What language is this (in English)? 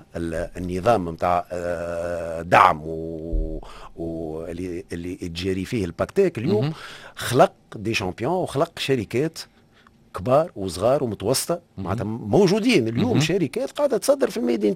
Tunisian Arabic